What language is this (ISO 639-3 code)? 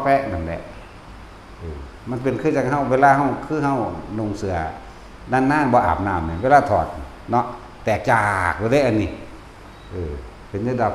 tts